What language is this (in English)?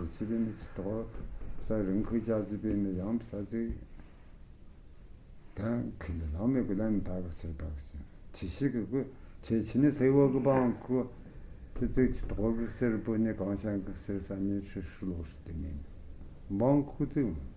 Tu